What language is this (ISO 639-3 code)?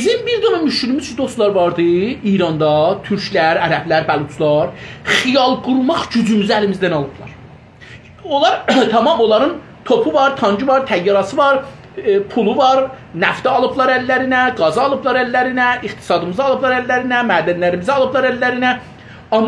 azb